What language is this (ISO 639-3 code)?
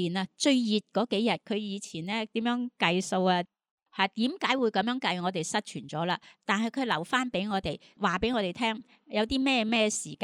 yue